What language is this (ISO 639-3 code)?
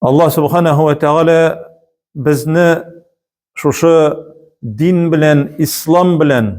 tat